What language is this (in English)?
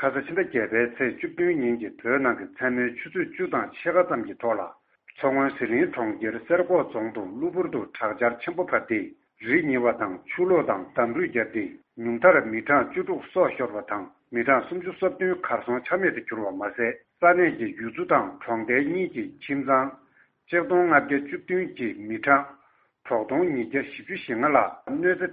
Tibetan